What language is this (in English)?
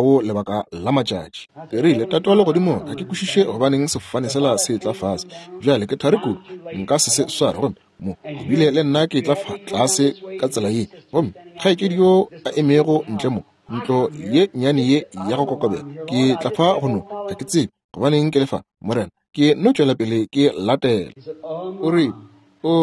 Northern Sotho